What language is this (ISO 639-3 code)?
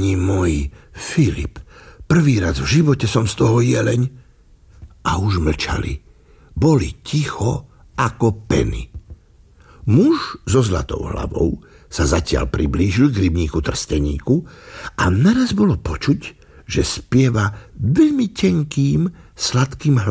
slk